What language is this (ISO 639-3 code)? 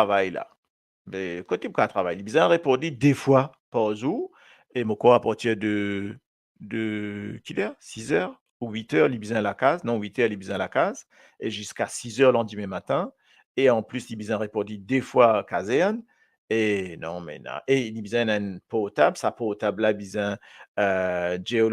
mfe